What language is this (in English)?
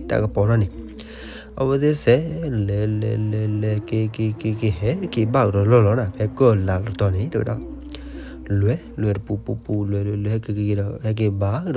S'gaw Karen